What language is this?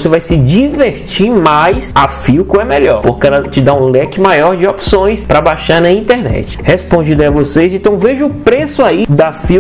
Portuguese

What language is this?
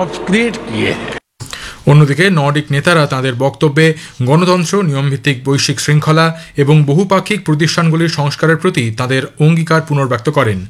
Bangla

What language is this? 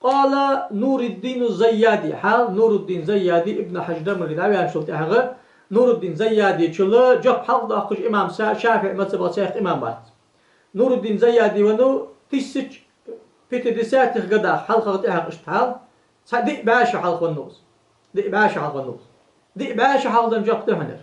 Ingush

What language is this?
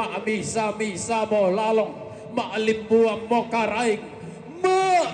Toraja-Sa'dan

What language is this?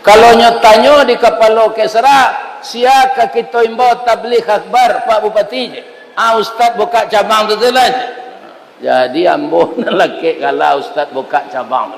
Minangkabau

